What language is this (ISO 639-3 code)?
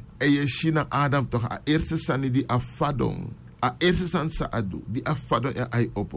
srn